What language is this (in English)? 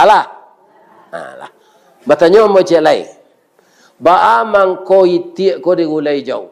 Minangkabau